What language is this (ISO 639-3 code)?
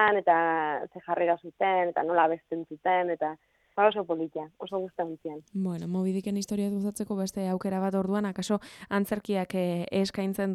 eus